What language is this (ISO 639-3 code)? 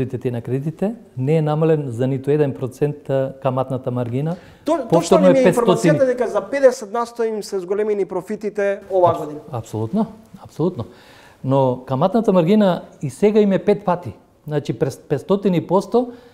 mkd